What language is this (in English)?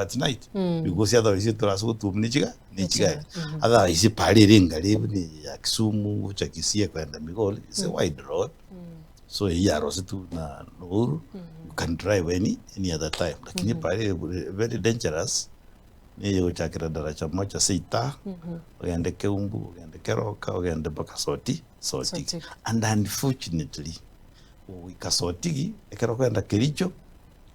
Gusii